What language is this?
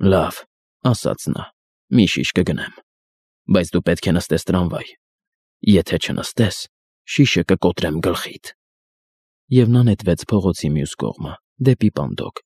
Armenian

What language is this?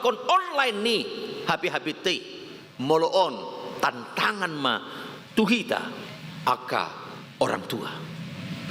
Batak Toba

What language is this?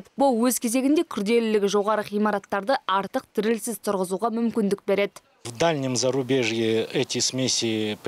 Kazakh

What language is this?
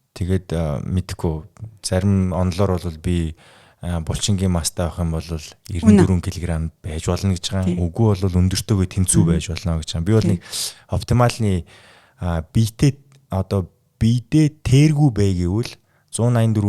Mongolian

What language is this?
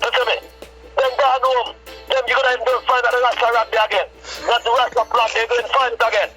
Jamaican Creole English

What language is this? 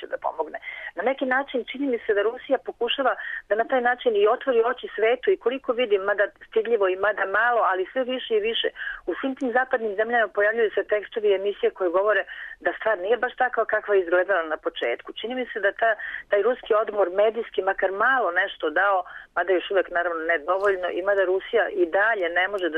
Serbian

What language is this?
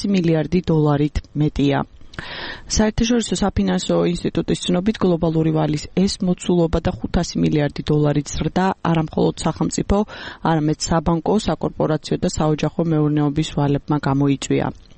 Georgian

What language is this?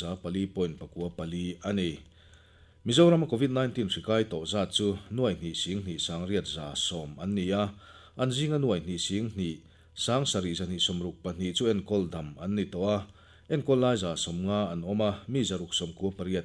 Mizo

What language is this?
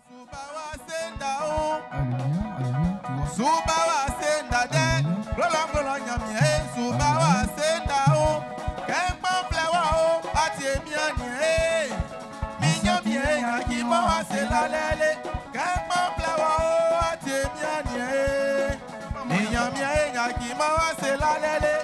Baoulé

